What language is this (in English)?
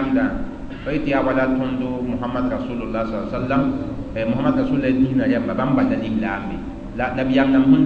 Mossi